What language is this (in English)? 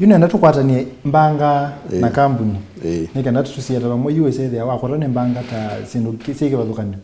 Kamba